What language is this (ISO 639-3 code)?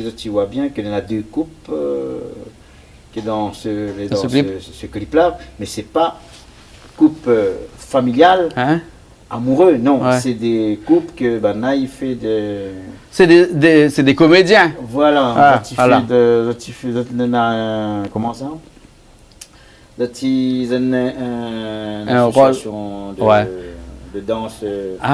rcf